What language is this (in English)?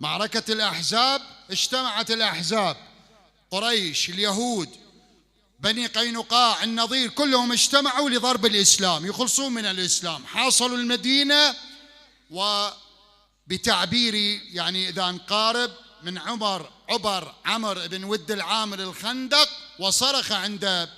Mesopotamian Arabic